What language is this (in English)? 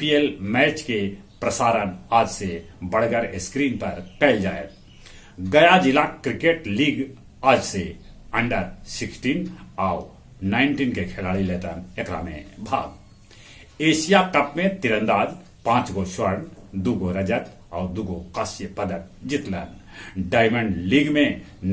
Magahi